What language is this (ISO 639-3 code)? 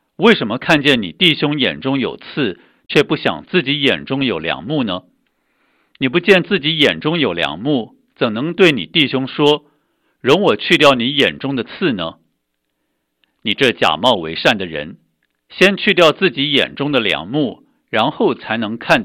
zho